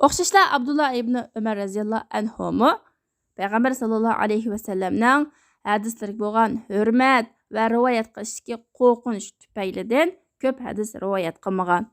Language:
Uyghur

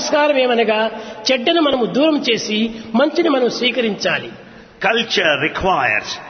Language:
Telugu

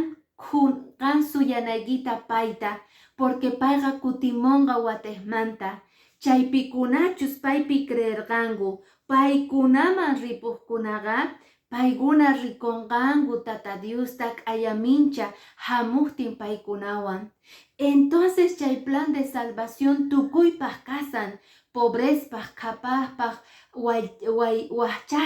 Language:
Quechua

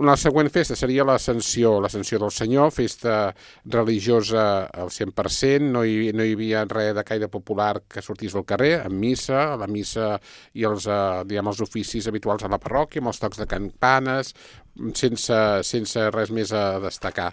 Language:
Catalan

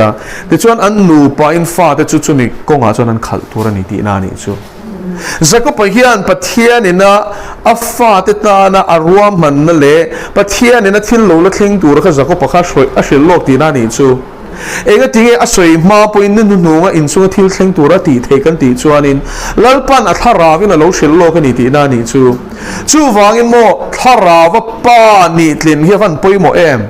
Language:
Mizo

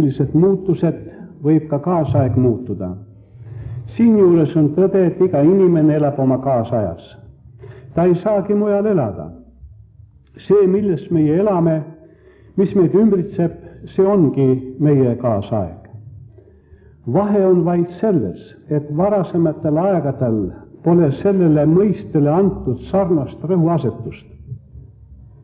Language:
Estonian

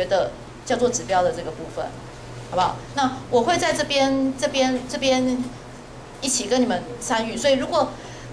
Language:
Chinese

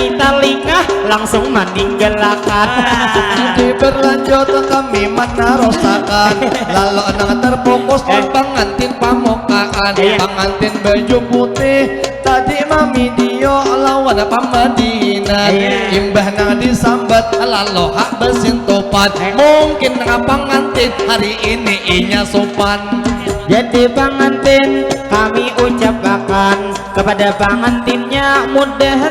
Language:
Banjar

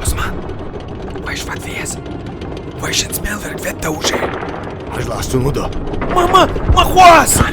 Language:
Chechen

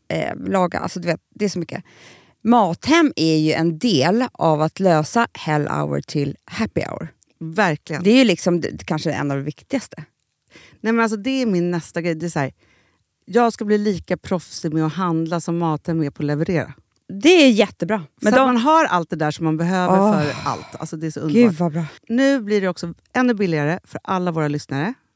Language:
Swedish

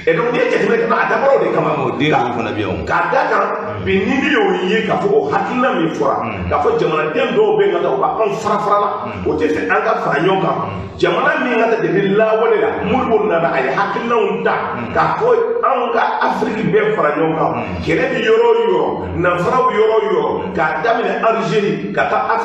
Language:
Bambara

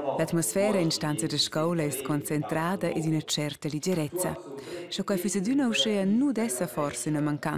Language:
Romansh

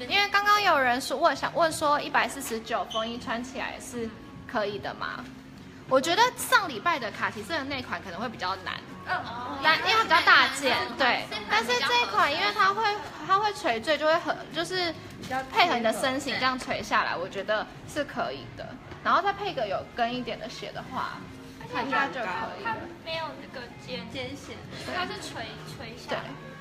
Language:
Chinese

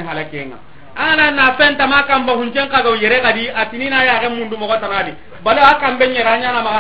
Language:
Soninke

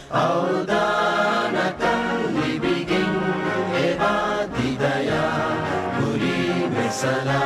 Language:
Divehi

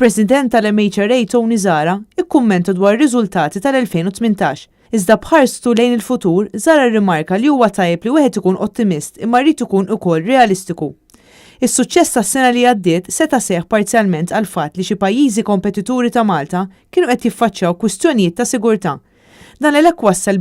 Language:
Maltese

